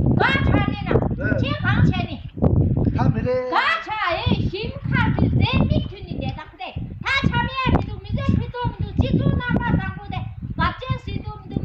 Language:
Tibetan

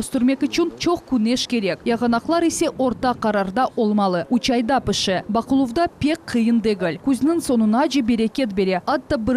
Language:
Crimean Tatar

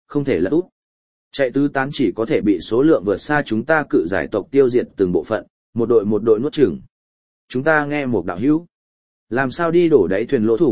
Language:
Vietnamese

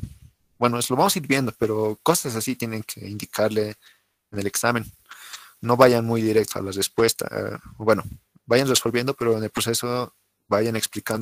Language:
Spanish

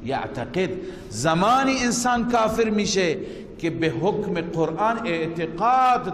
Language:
Persian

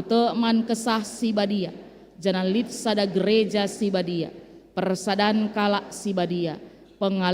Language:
Batak Karo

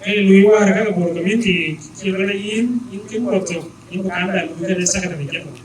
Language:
Dinka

